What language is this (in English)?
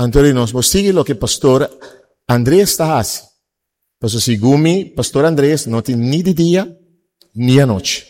Papiamento